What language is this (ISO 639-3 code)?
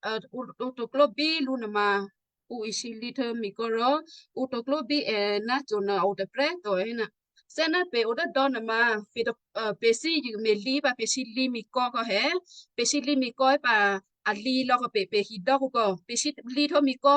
kyu